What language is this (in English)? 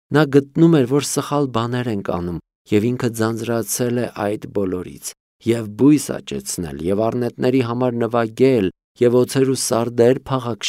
Armenian